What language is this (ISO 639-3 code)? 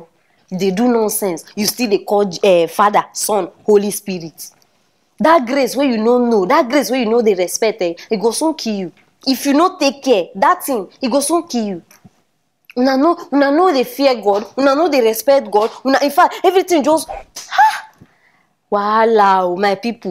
pcm